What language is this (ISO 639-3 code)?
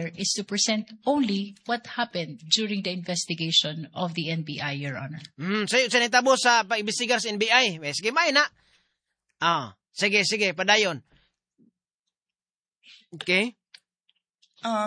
ceb